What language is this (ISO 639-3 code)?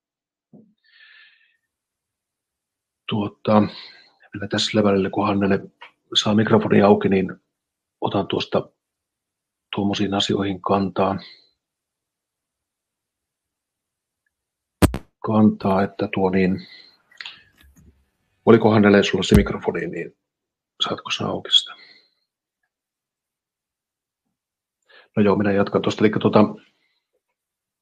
fin